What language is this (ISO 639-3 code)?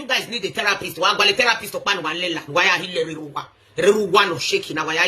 pcm